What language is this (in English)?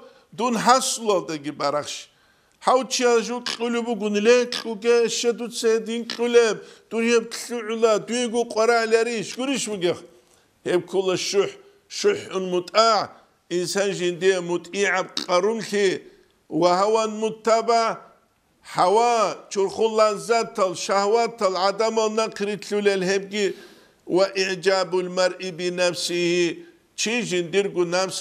Avaric